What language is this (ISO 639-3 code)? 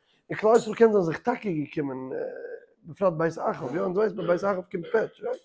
yid